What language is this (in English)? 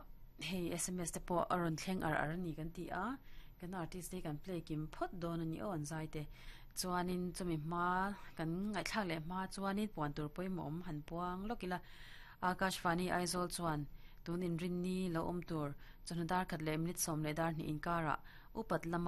Mizo